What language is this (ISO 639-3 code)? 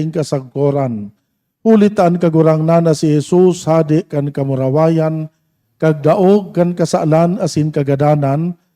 bik